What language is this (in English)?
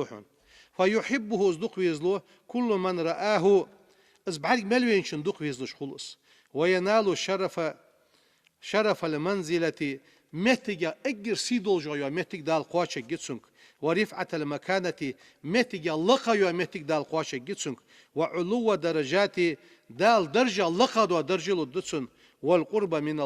Ingush